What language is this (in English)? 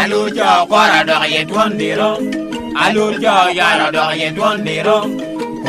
Lango (Uganda)